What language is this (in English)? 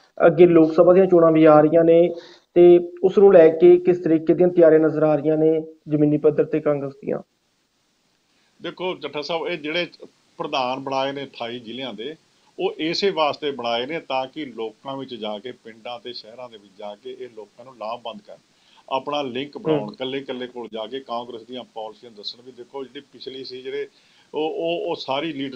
Punjabi